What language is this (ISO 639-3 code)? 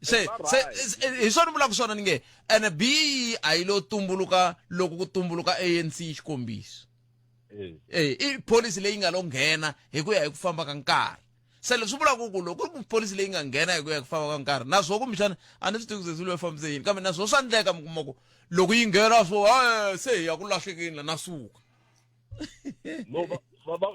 tso